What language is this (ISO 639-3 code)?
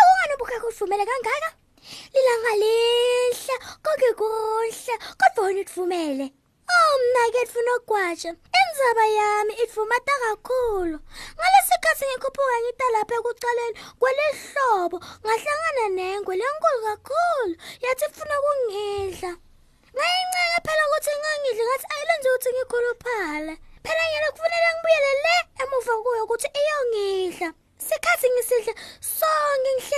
ssw